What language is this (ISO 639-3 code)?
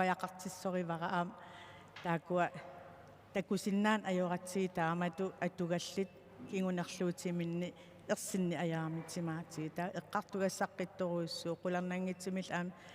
kal